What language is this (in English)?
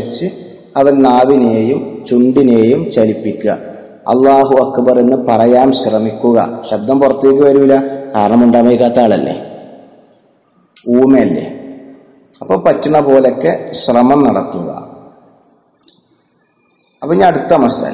Malayalam